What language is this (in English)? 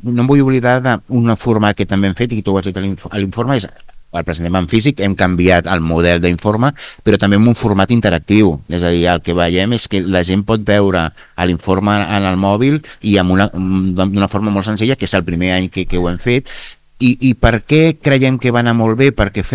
Catalan